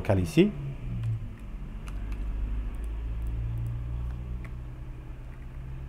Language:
French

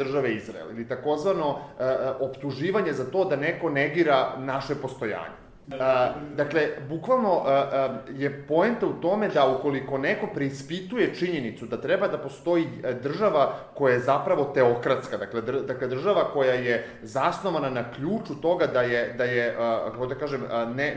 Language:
Serbian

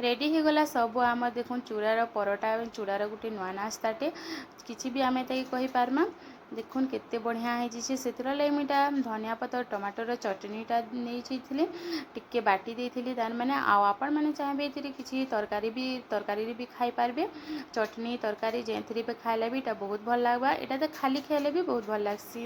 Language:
Sambalpuri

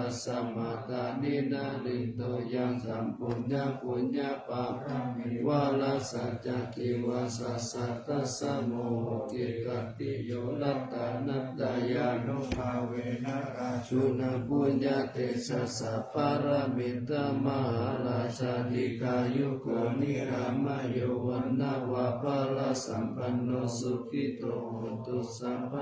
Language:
Pali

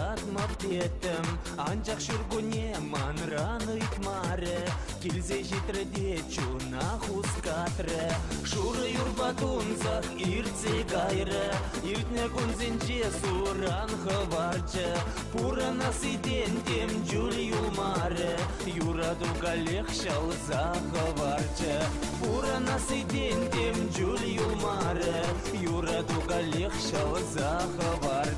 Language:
Chuvash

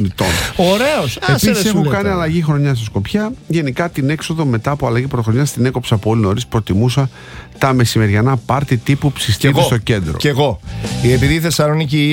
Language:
Greek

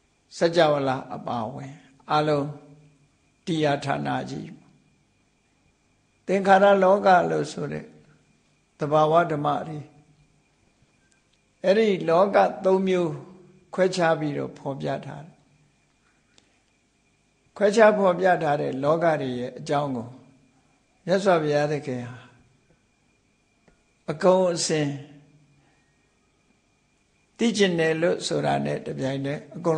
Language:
Burmese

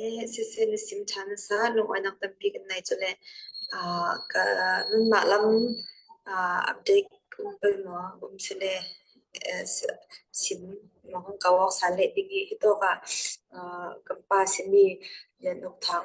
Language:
Falam Chin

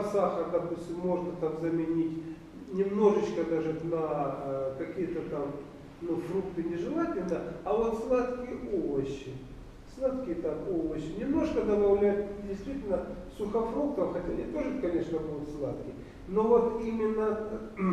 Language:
Russian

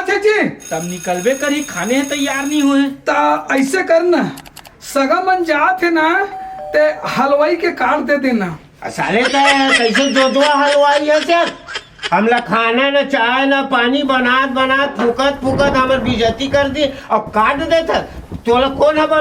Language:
Chhattisgarhi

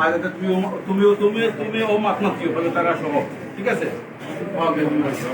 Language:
Sylheti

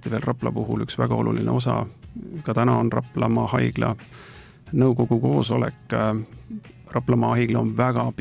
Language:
Estonian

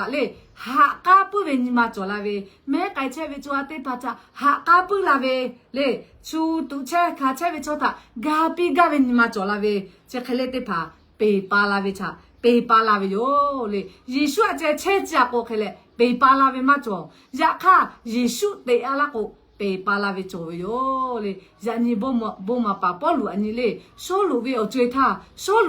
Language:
Lahu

